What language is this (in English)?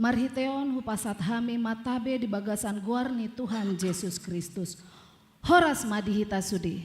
Batak Toba